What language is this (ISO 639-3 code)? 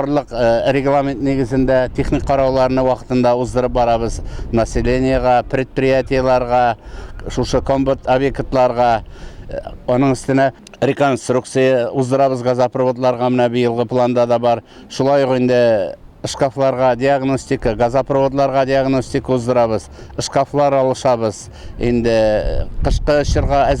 tat